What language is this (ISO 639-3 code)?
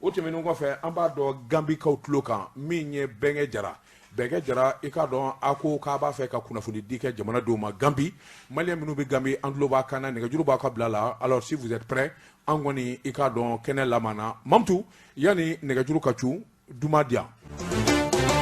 bam